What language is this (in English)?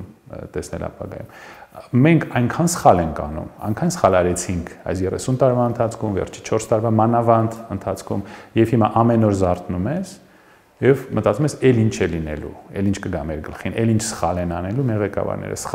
Armenian